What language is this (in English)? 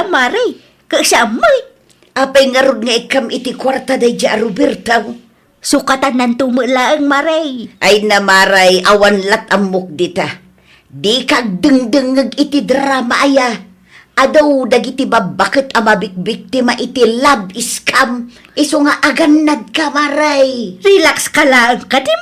Iloko